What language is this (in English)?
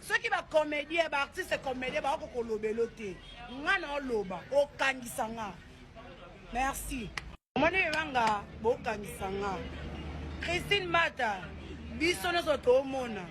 Lingala